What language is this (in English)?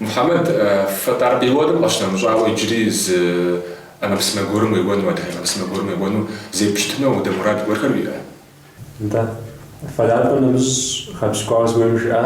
Kabardian